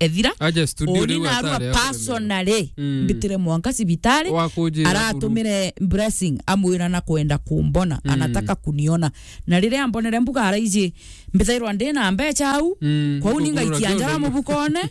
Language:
Meru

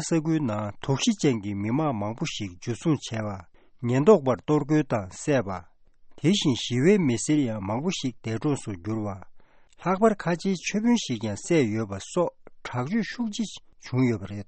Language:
Tibetan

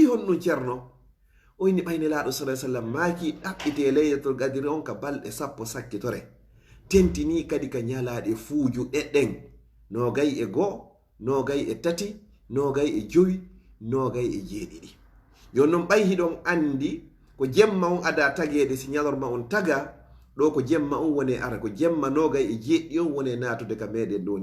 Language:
Fula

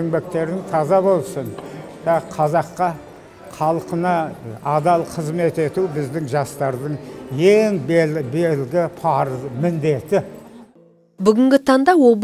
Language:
Kazakh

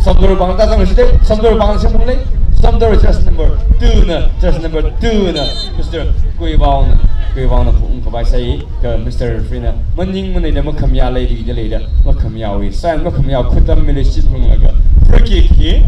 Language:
Tangkhul Naga (India)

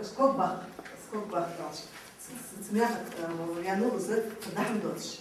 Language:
Ingush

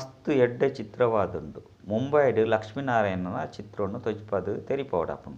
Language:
Tulu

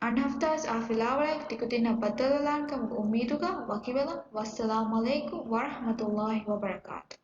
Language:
Divehi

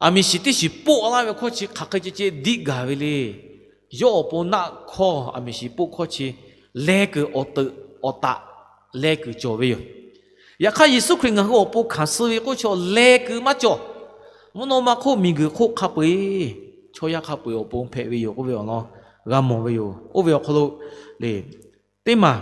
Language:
Lahu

